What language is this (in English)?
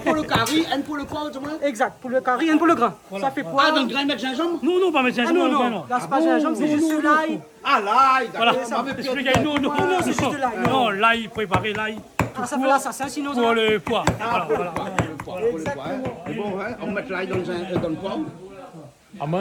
Réunion Creole French